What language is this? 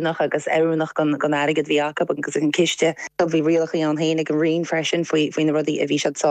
Irish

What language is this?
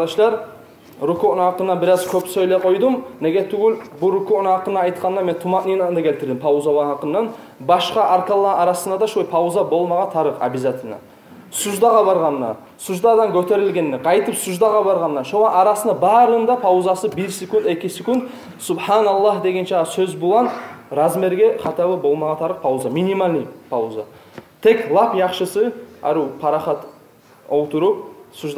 Kumyk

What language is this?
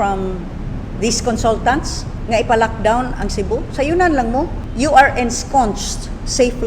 Cebuano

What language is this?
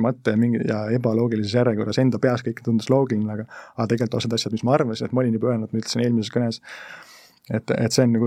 Estonian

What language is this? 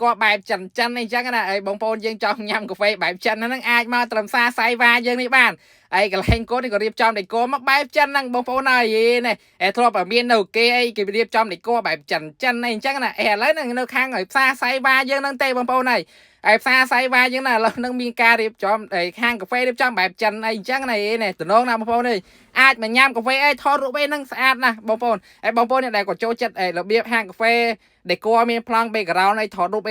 Khmer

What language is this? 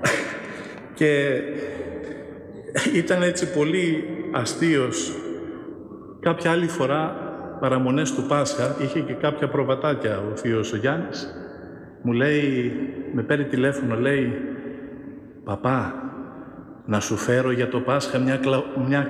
Greek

